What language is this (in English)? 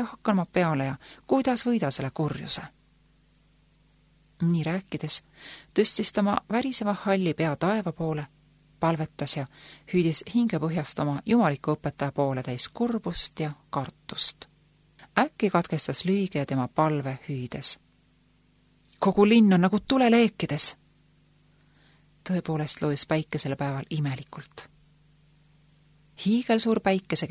Estonian